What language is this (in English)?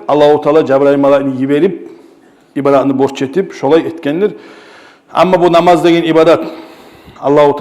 Kumyk